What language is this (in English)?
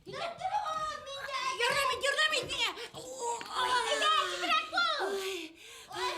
Bashkir